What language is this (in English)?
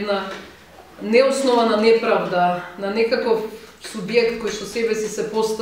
Macedonian